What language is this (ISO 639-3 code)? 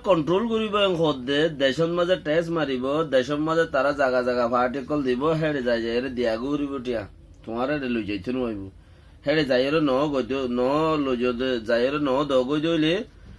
rhg